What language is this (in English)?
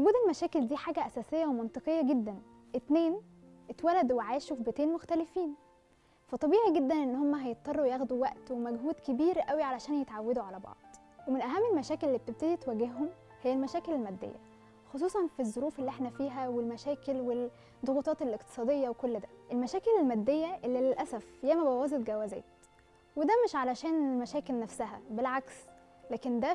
Egyptian Arabic